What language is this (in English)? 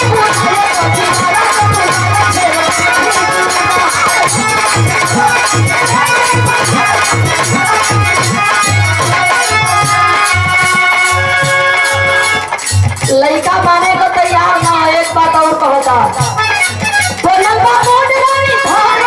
Bhojpuri